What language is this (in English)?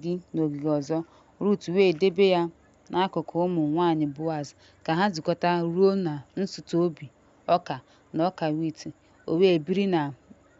Igbo